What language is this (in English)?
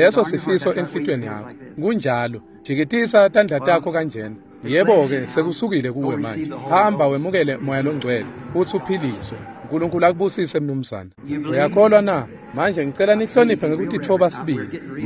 Swati